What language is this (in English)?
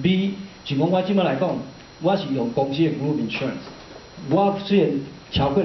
Min Nan Chinese